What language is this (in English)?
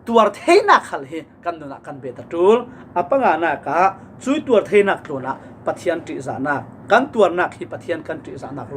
Falam Chin